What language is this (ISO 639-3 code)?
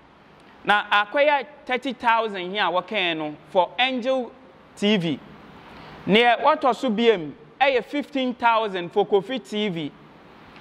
aka